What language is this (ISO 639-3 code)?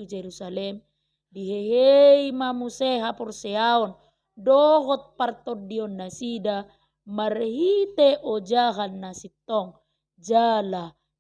bbc